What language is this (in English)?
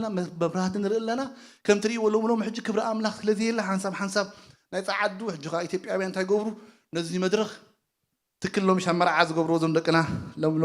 Tigrinya